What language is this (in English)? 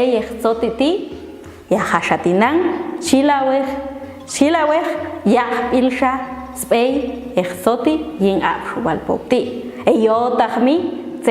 Popti'